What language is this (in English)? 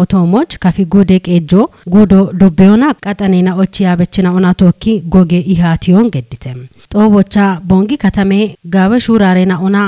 Kafa